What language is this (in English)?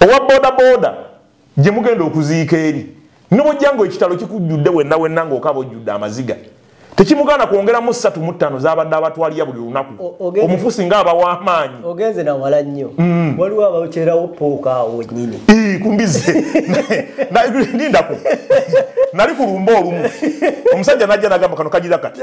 Ganda